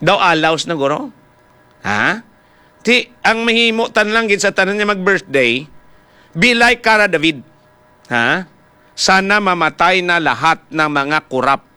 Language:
Hiligaynon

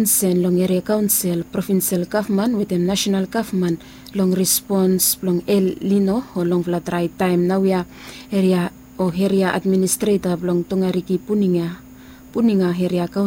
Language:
Bislama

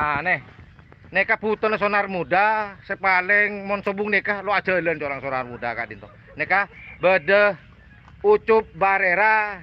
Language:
Madurese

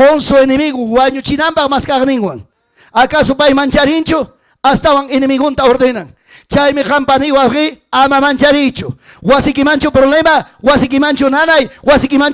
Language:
Ayacucho Quechua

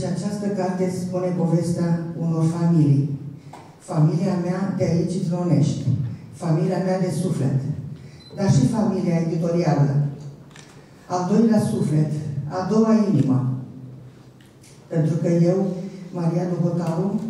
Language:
Romanian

